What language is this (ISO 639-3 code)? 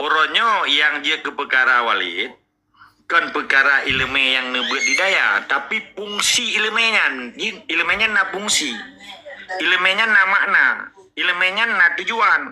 ace